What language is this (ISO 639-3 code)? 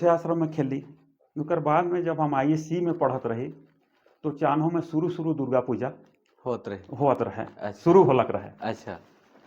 sck